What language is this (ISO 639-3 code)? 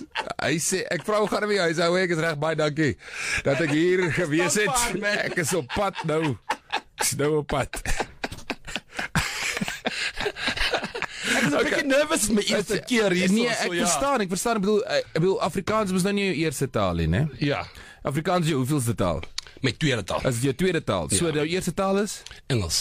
afr